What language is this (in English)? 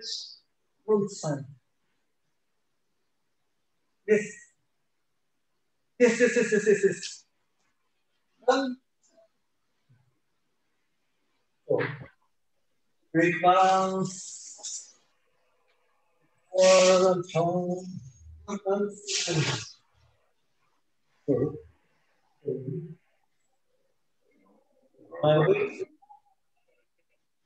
English